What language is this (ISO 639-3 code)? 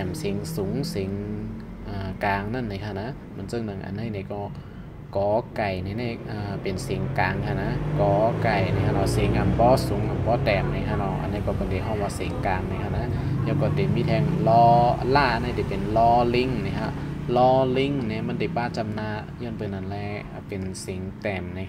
shn